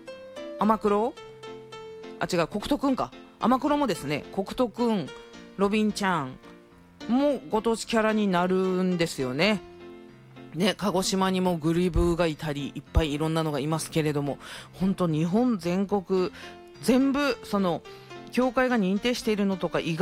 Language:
Japanese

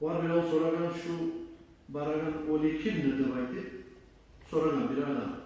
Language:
Kumyk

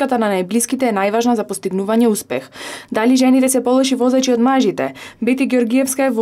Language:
Macedonian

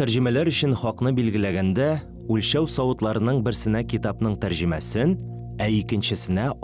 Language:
Tatar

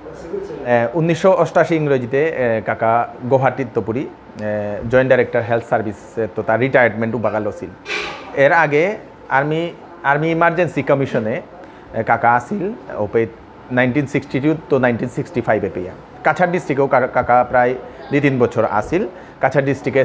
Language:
Bishnupriya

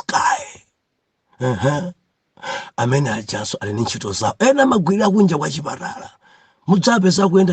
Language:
Nyanja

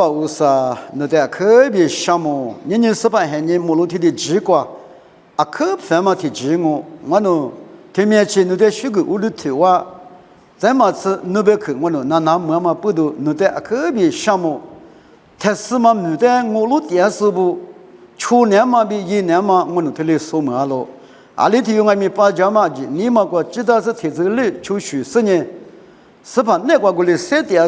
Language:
Lisu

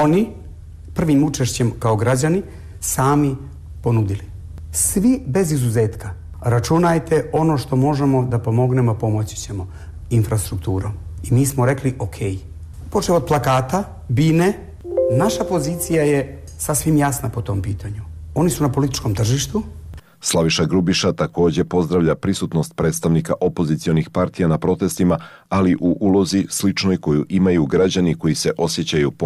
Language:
Bosnian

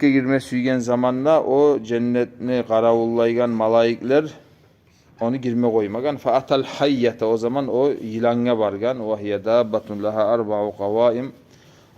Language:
Kumyk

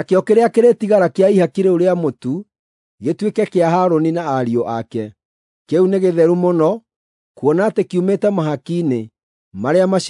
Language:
Kikuyu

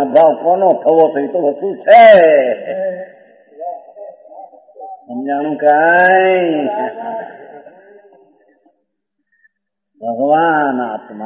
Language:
Gujarati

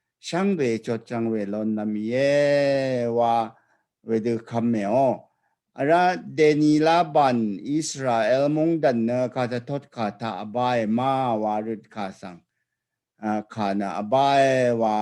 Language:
Rawang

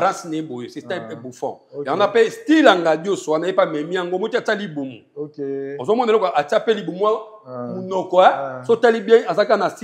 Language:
Lingala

